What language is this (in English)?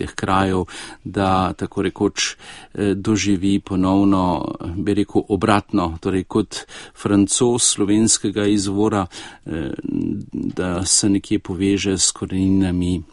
Slovenian